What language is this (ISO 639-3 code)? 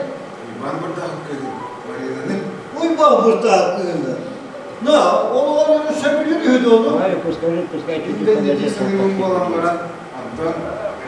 sah